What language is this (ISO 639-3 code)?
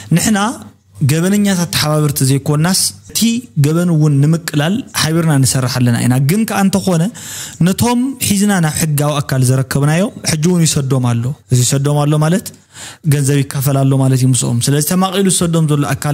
tir